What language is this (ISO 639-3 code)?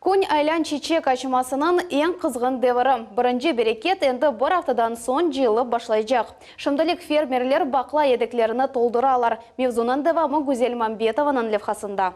crh